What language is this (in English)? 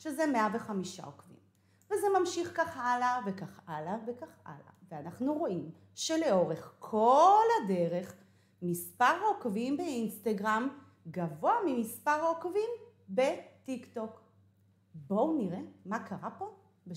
Hebrew